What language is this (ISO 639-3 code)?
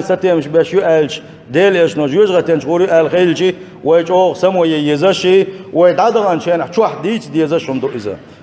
che